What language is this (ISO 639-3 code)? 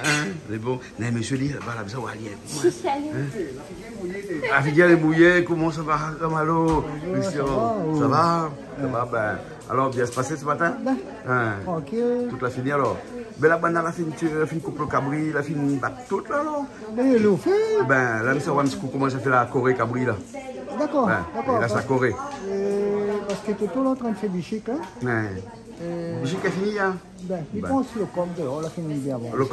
rcf